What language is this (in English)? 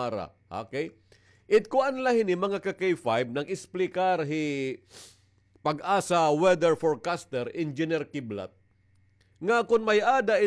Waray